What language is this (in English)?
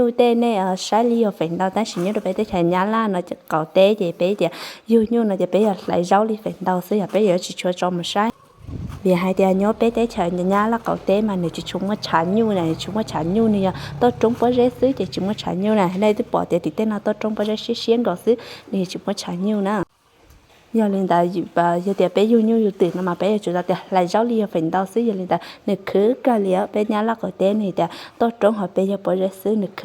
Hmong